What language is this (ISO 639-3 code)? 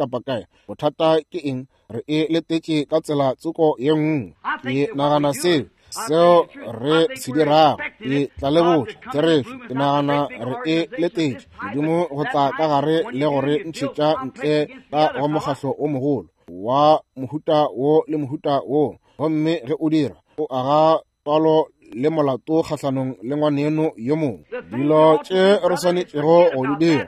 nso